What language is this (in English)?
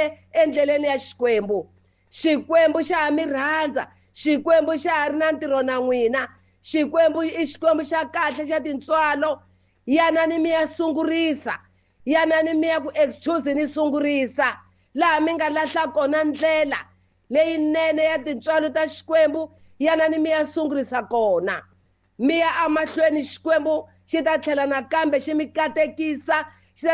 Tsonga